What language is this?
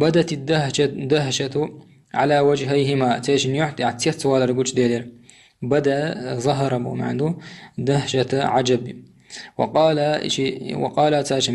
Chechen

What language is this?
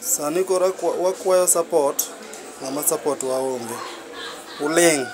Luo (Kenya and Tanzania)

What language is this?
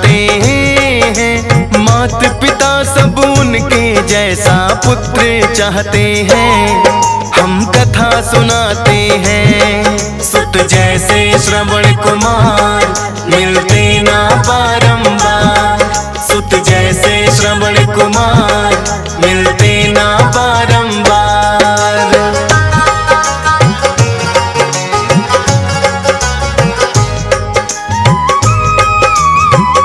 Hindi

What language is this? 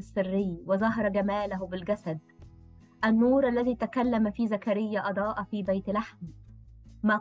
Arabic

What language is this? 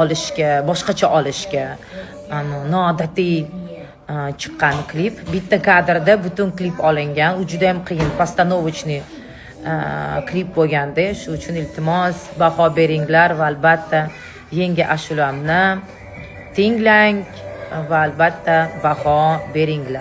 Uzbek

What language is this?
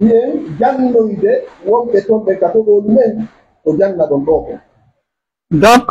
Pular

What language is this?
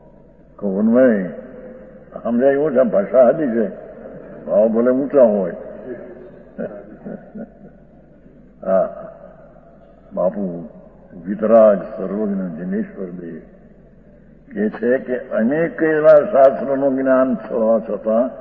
Gujarati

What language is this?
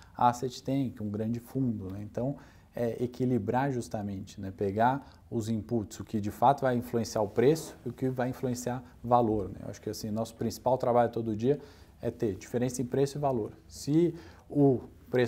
Portuguese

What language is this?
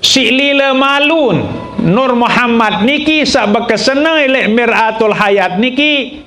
Sasak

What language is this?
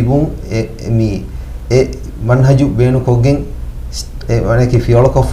Divehi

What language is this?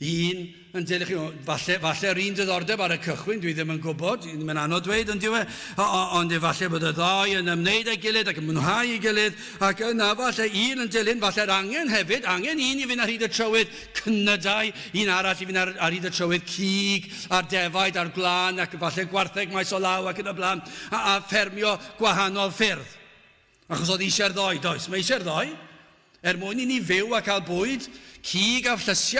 Welsh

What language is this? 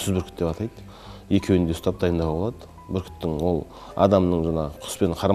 Kazakh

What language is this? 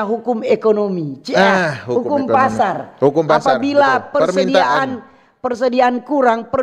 Manado Malay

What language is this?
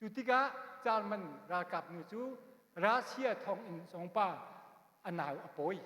Hakha Chin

